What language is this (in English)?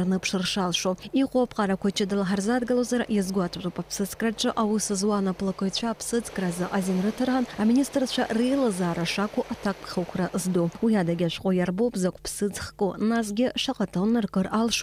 Abkhazian